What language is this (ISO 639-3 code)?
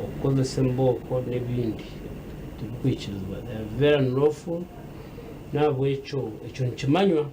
nyn